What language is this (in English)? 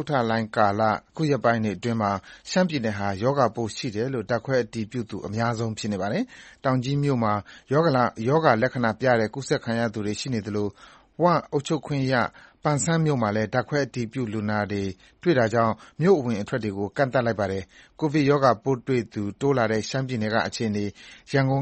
Burmese